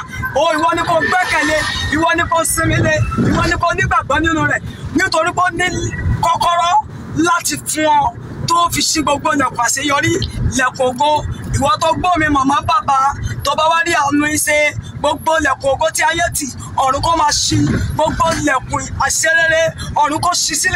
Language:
Yoruba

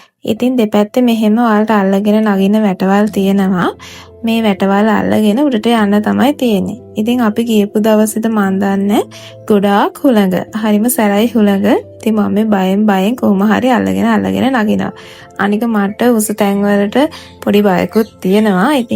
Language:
Sinhala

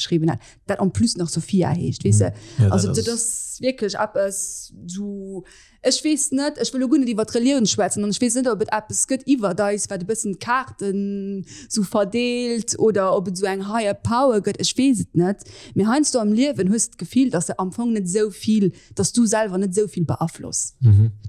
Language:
Luxembourgish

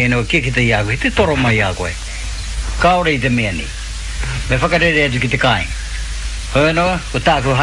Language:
Māori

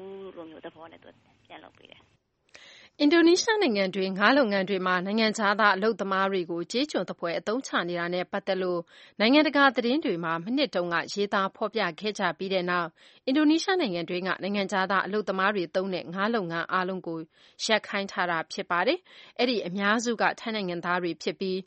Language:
Burmese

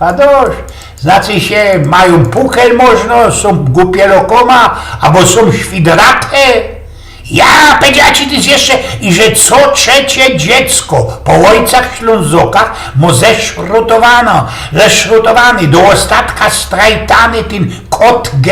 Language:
Silesian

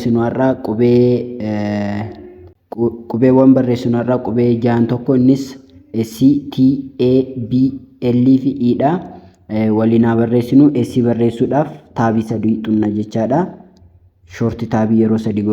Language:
Oromo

